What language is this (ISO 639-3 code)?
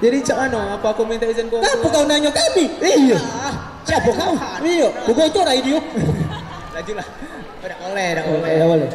mui